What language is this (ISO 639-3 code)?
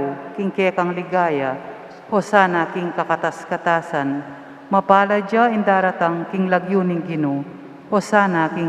pam